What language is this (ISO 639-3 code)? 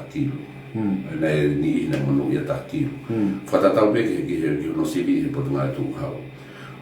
ton